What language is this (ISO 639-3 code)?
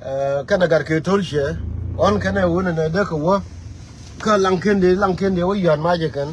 nus